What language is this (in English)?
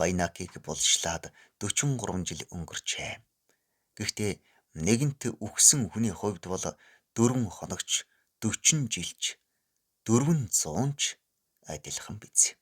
Mongolian